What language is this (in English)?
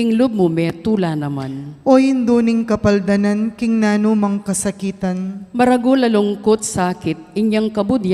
Pampanga